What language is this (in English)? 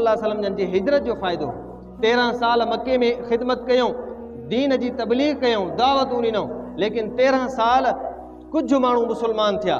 Sindhi